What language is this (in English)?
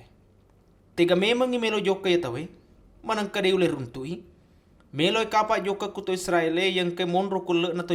Buginese